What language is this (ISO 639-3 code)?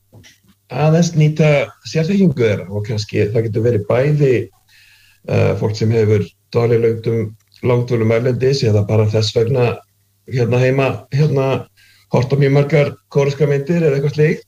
isl